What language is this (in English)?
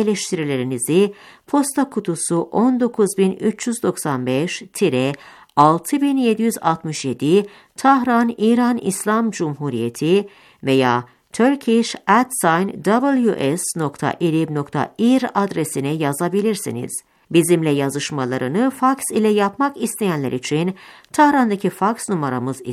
Turkish